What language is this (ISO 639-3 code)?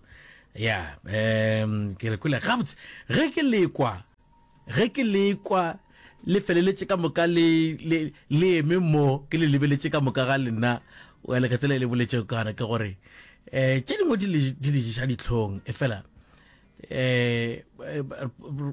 nso